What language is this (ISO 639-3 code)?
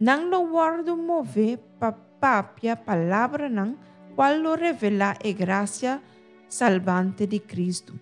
pap